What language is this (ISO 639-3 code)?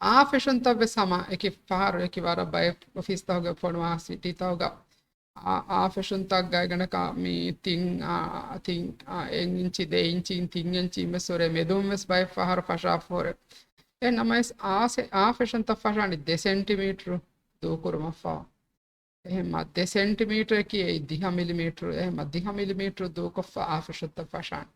div